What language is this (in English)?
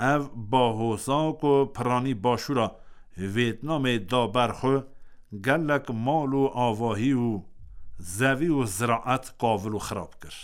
Kurdish